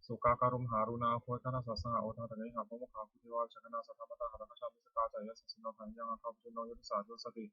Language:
Pali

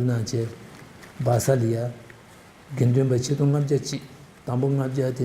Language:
Tibetan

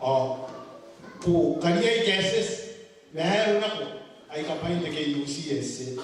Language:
Gilbertese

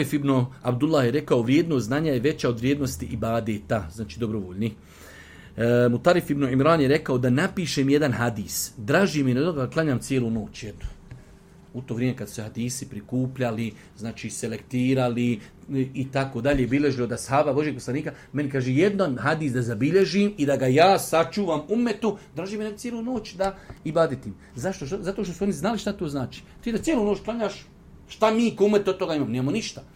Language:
Bosnian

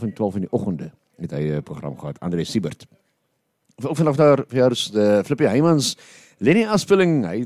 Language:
Afrikaans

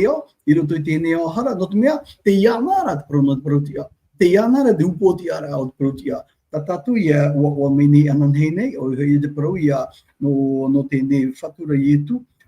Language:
Tahitian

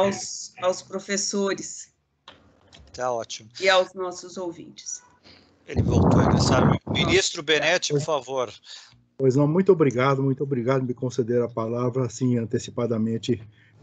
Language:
Portuguese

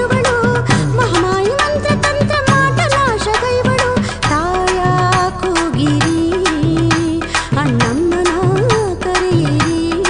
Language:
Kannada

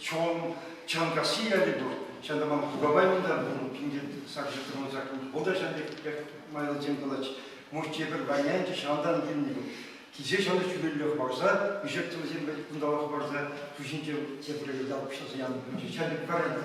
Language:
Chuvash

